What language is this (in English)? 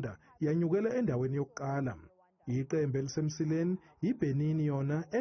Zulu